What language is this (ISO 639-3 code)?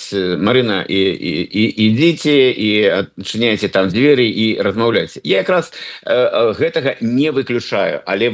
bel